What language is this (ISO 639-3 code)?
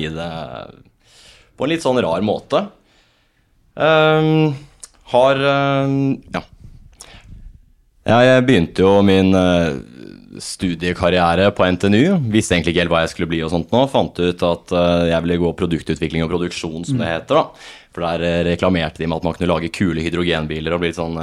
nor